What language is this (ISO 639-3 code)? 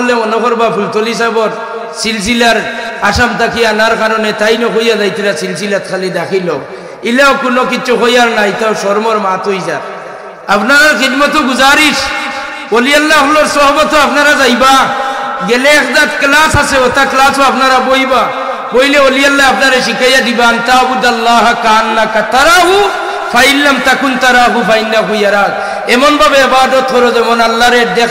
syl